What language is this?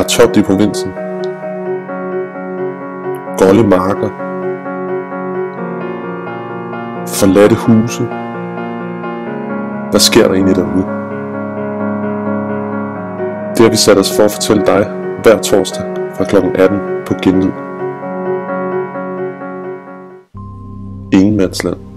Danish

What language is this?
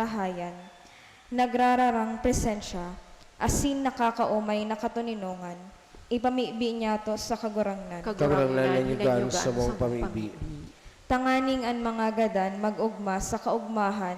Bikol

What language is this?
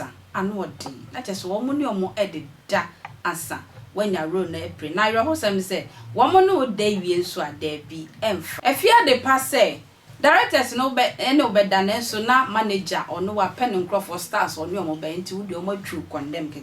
Akan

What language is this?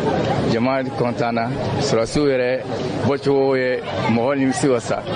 Bambara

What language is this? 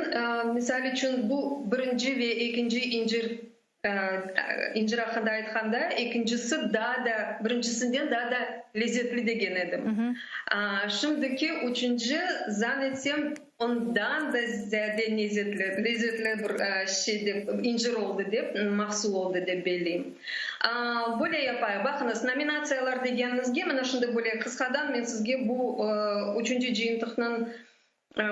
Crimean Tatar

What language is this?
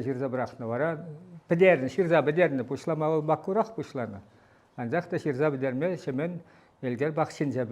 Chuvash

